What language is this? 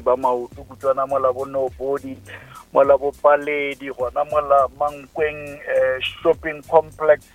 Northern Sotho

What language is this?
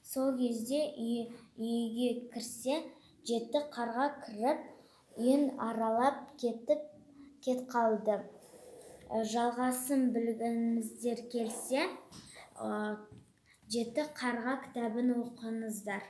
Kazakh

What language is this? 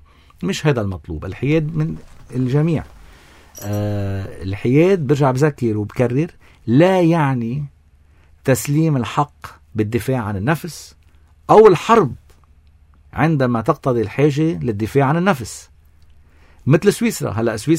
North Levantine Arabic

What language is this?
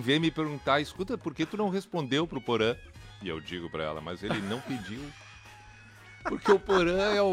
Portuguese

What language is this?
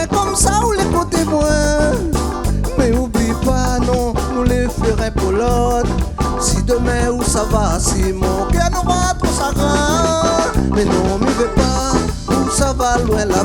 Réunion Creole French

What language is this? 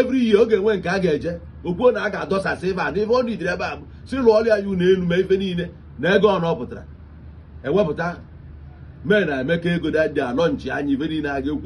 Igbo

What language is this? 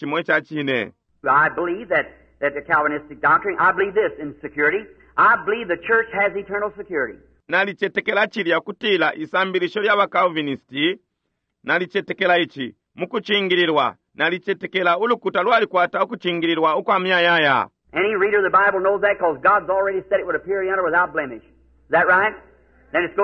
Bemba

